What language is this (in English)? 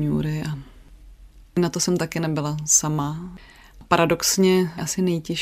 Czech